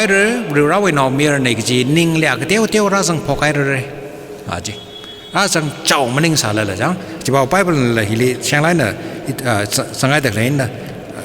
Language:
Tangkhul Naga (India)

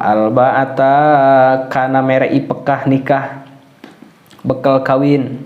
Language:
Sundanese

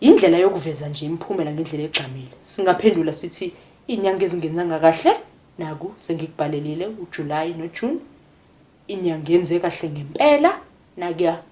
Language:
Zulu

